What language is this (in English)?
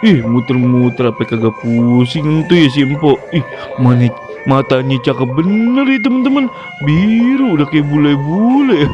Betawi